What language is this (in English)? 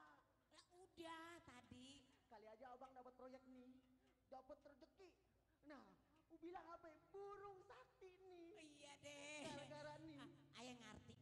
Betawi